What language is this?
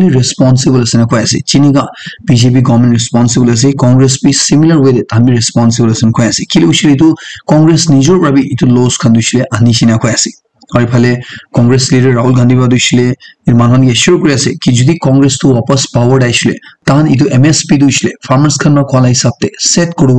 Naga Pidgin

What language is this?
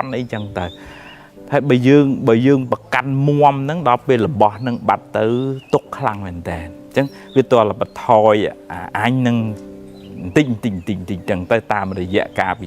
Khmer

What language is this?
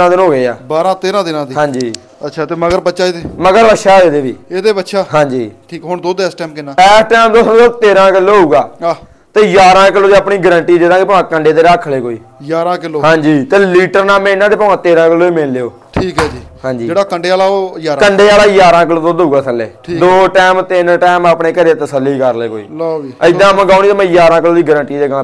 Punjabi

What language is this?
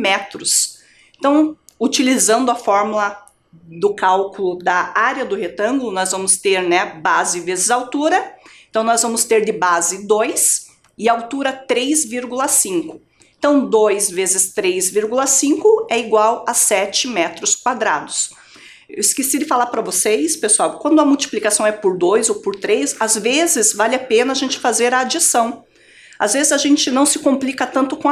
Portuguese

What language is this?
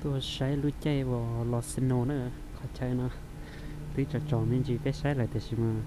Hmong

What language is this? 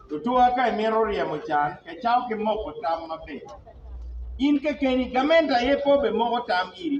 Acoli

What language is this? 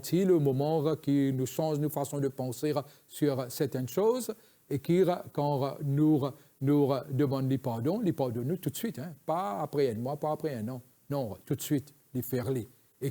Morisyen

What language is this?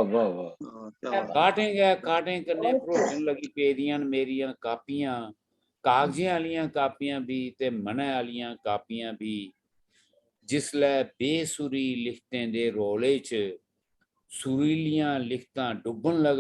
Dogri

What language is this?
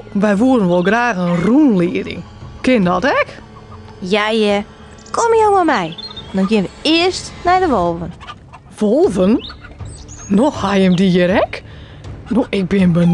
Western Frisian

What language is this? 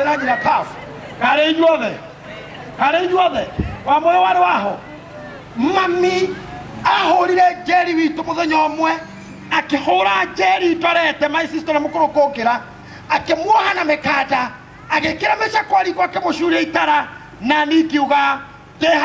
Kikuyu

